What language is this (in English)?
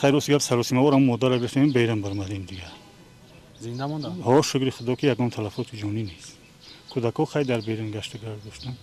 Tajik